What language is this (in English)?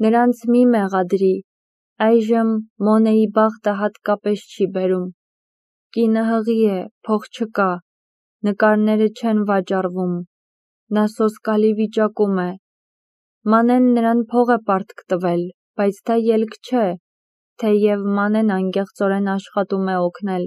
Armenian